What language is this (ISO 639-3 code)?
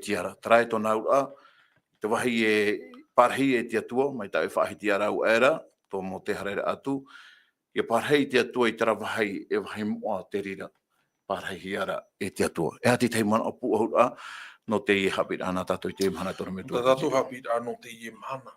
tah